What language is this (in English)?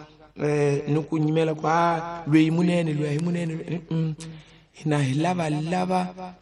Tsonga